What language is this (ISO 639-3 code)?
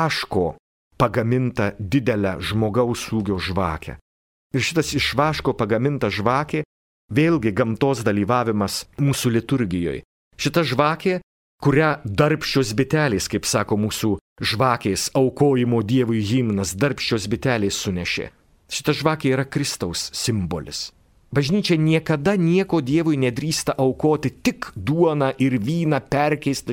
lit